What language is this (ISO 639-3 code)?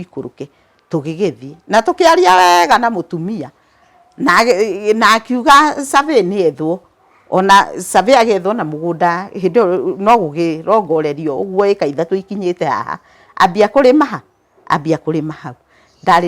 kik